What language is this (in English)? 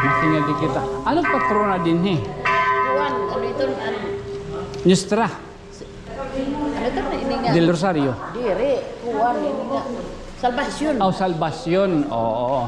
Waray